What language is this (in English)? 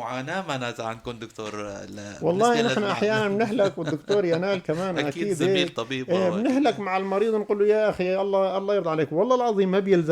North Levantine Arabic